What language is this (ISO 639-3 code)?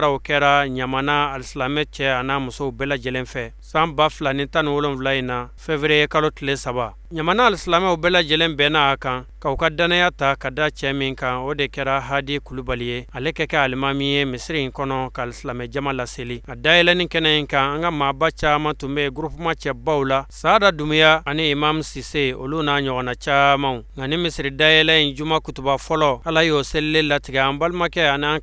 bam